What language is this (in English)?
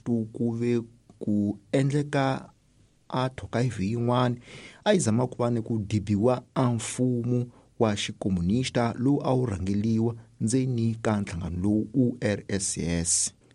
Tsonga